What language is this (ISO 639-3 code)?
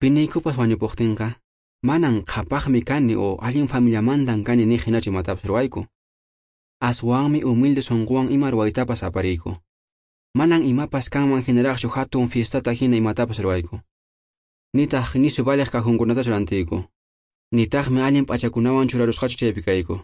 que